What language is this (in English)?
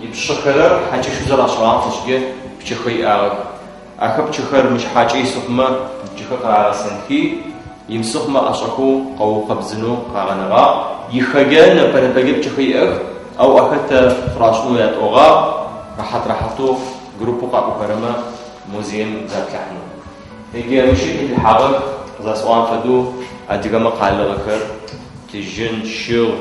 Adyghe